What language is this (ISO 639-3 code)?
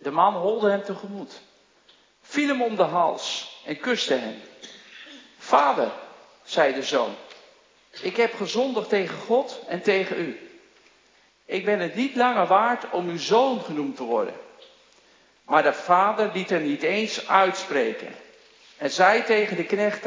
nld